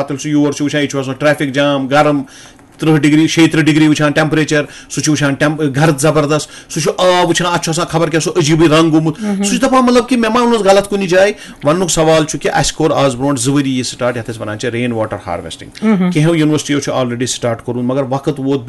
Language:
Kashmiri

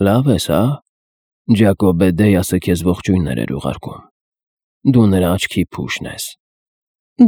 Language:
Armenian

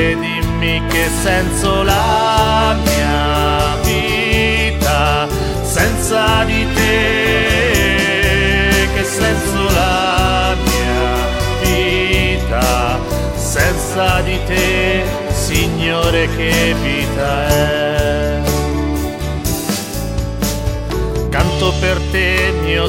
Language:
Italian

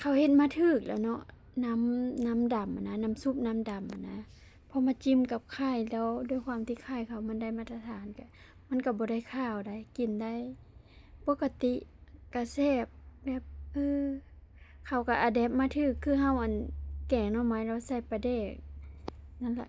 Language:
Lao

